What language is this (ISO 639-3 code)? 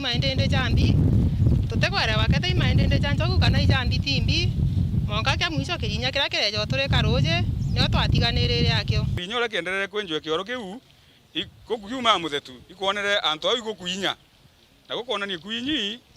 mer